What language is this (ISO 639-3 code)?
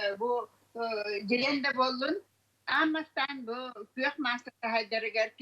sah